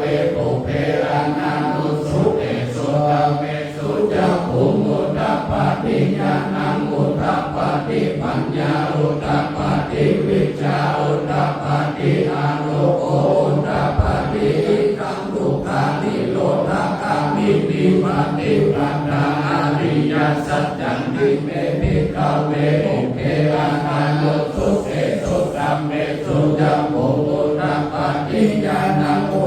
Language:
Pali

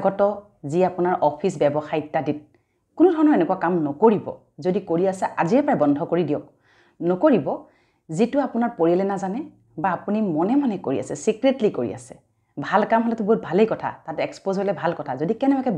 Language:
Assamese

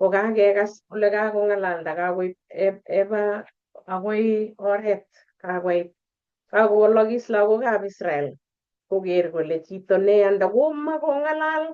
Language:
Kalenjin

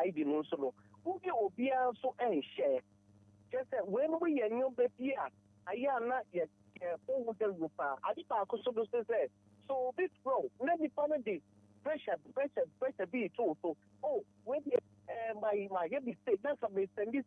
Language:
Akan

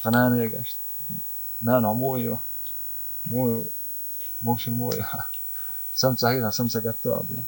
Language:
Chechen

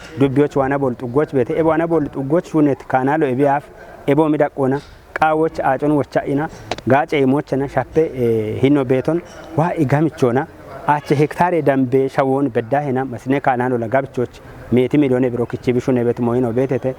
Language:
Kafa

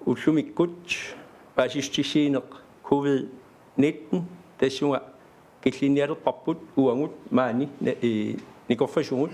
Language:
Kalaallisut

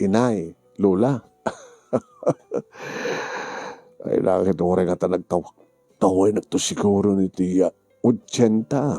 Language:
Iloko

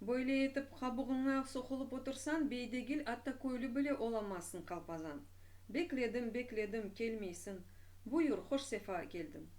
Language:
Crimean Tatar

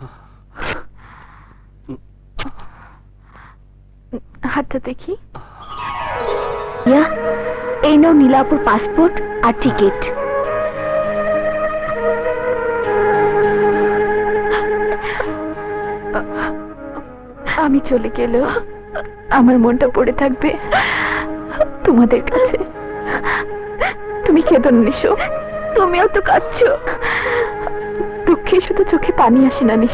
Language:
Bangla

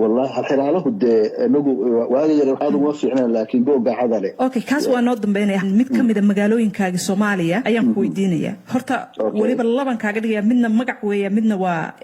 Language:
Somali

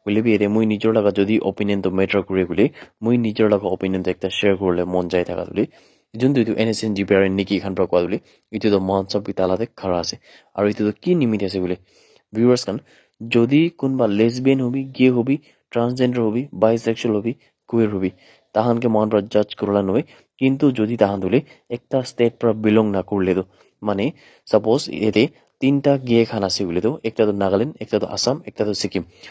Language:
Naga Pidgin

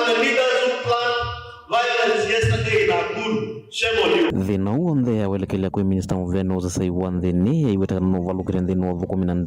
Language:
Kamba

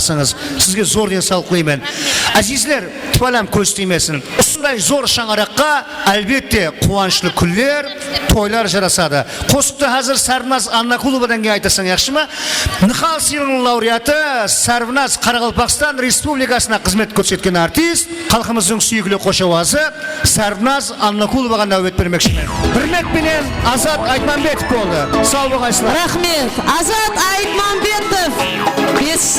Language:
Kara-Kalpak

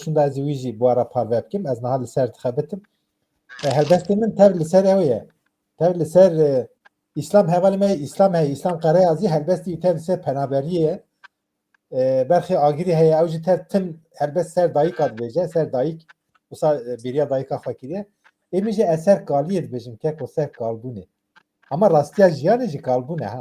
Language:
Kurdish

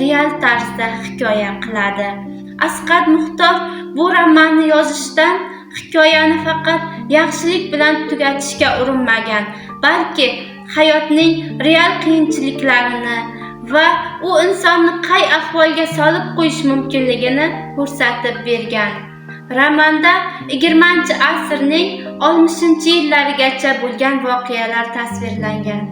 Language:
Uzbek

